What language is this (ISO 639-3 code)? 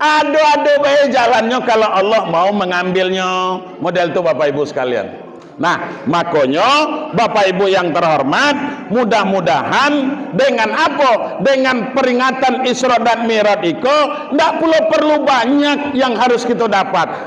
min